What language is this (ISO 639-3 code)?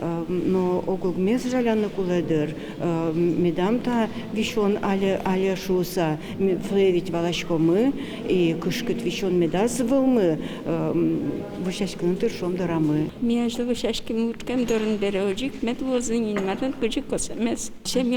udm